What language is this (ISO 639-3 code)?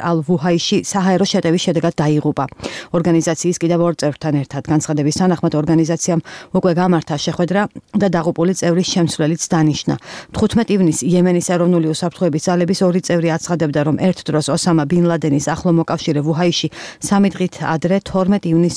kat